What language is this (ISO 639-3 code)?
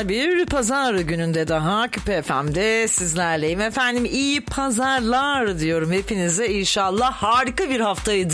tur